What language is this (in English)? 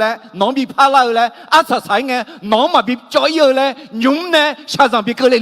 Akha